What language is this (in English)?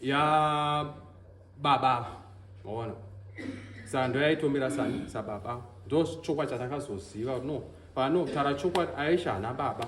Shona